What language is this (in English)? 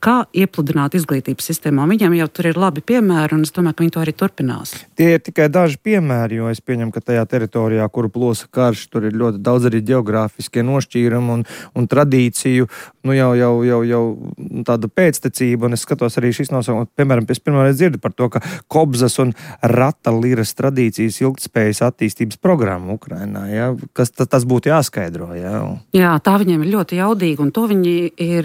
Latvian